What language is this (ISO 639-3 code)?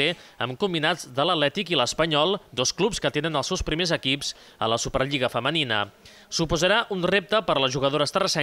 cat